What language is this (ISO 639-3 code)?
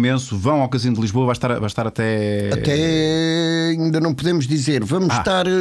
por